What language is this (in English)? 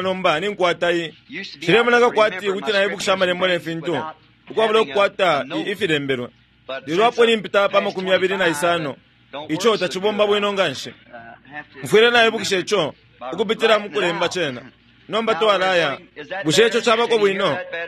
Bemba